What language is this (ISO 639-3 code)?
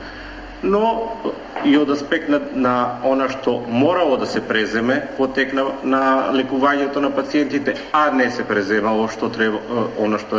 mkd